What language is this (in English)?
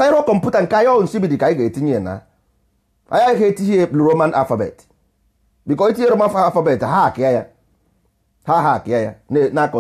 Igbo